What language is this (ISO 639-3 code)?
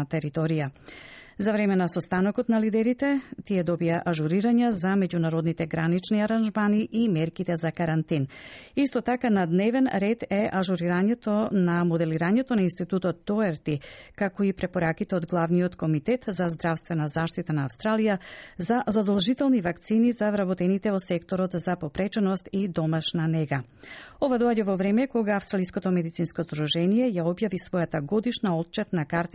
mkd